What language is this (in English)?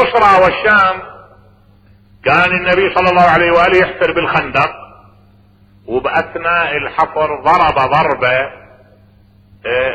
Arabic